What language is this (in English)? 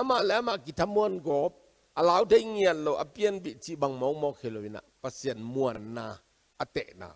Tedim Chin